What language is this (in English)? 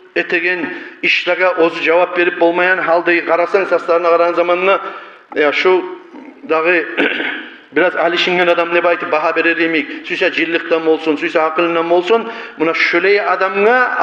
Kumyk